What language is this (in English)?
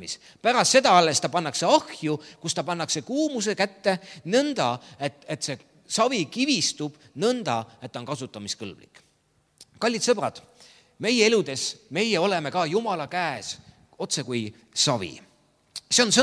Estonian